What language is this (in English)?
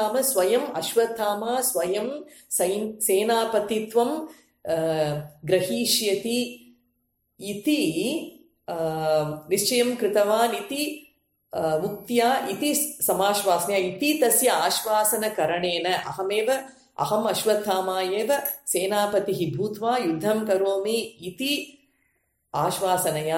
Sanskrit